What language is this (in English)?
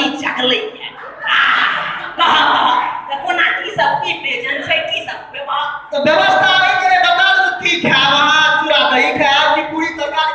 Maithili